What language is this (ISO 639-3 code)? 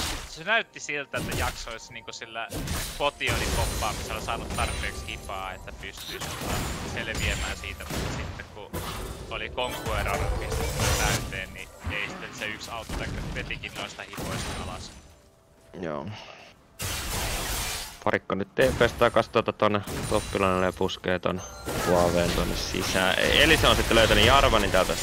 fin